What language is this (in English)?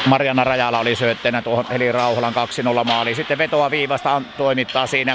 Finnish